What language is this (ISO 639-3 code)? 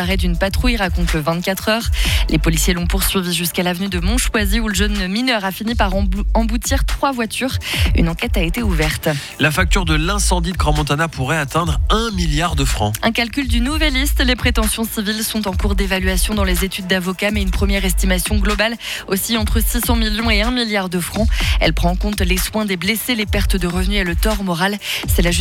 fra